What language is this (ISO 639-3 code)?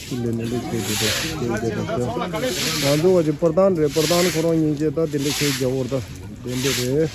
bod